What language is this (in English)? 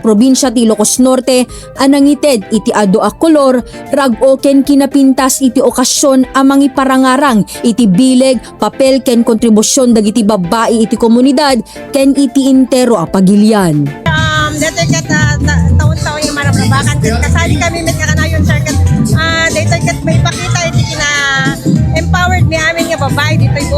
Iloko